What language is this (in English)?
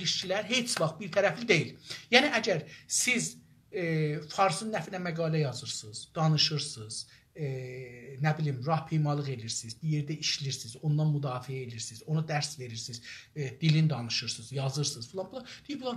South Azerbaijani